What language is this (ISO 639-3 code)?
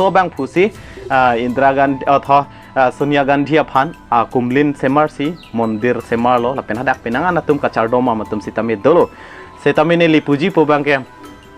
mjw